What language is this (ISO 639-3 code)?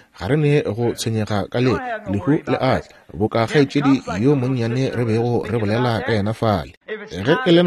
nso